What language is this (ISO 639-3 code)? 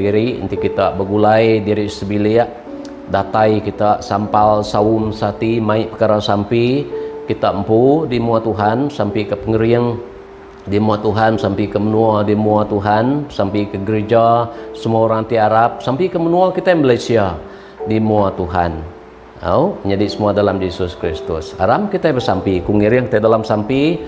iba